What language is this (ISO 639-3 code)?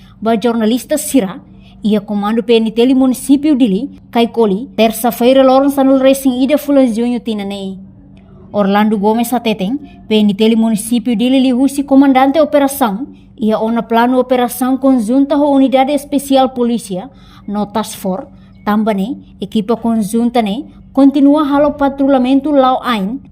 tet